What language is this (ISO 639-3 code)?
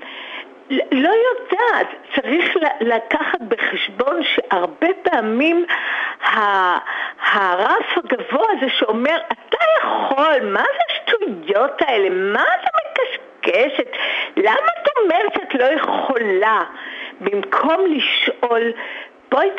heb